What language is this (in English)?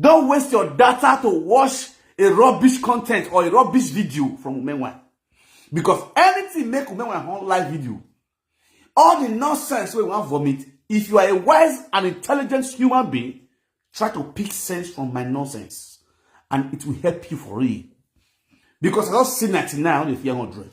Nigerian Pidgin